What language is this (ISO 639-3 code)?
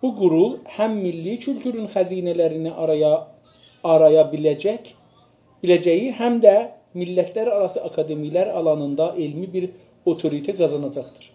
azb